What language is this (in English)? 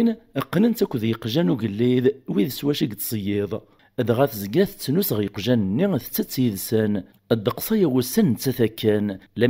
Kabyle